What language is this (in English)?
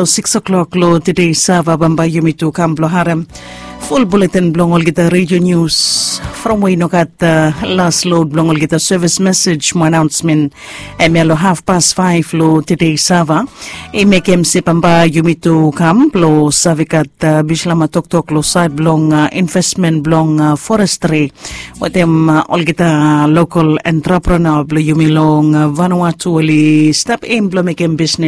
Bislama